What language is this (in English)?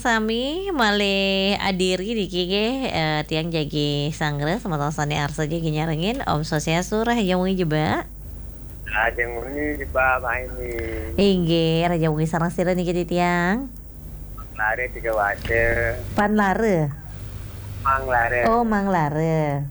Balinese